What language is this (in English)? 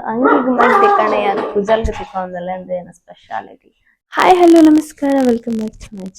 Tulu